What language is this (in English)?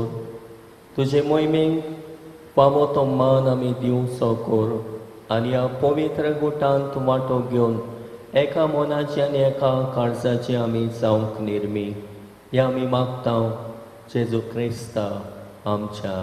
Konkani